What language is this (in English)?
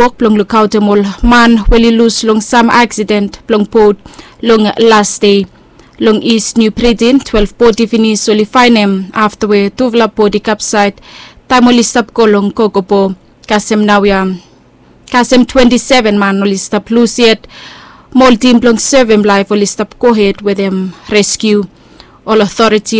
Bislama